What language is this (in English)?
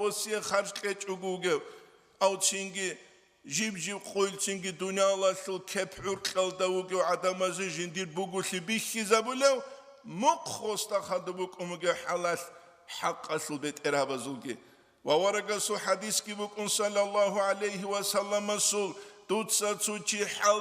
Avaric